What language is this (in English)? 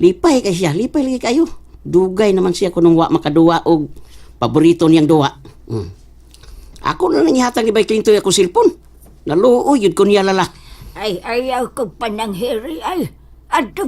Cebuano